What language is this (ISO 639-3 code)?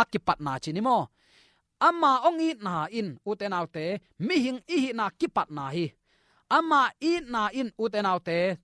ctd